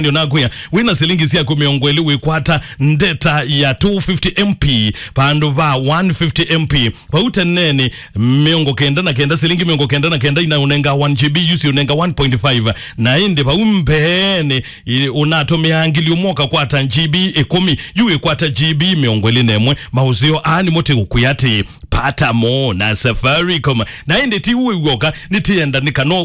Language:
Kamba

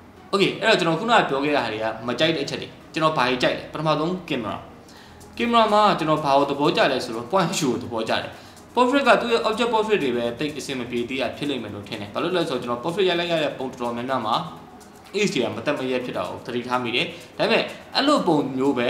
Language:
Burmese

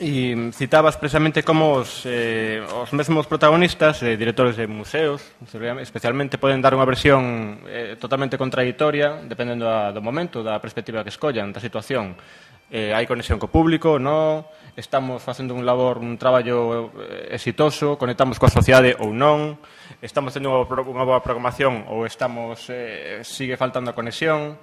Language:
Galician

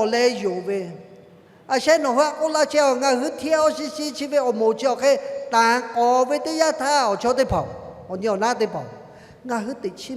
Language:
Lahu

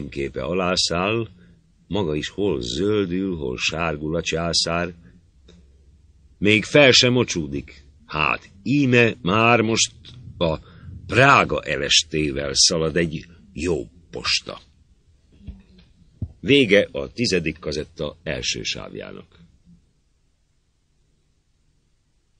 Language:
Hungarian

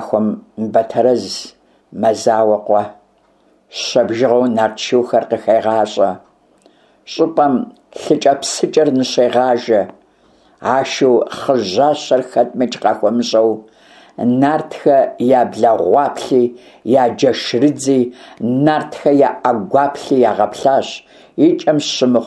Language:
Kabardian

